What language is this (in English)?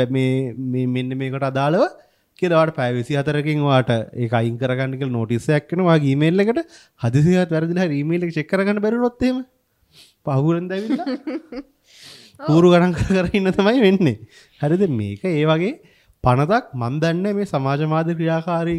Sinhala